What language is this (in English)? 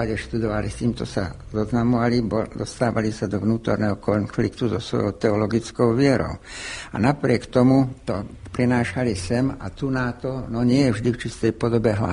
Slovak